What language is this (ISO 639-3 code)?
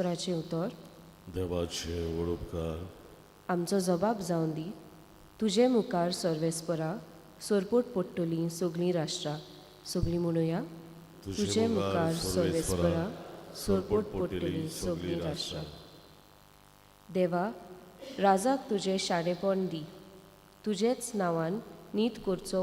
kok